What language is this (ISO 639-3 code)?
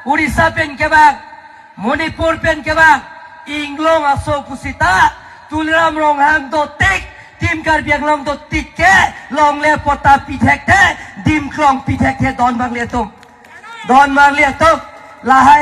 mjw